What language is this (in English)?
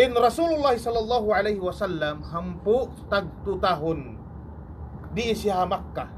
Tausug